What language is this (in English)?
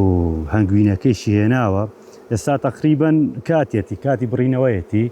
Central Kurdish